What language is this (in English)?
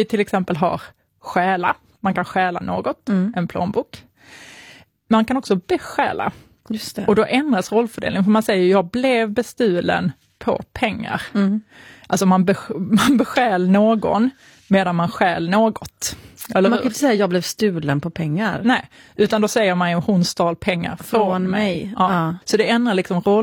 Swedish